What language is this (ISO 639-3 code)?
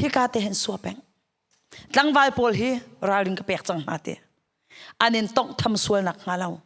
cnh